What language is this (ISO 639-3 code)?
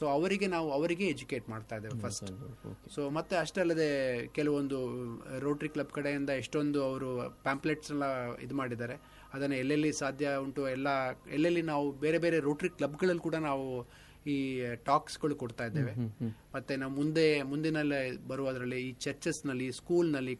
kan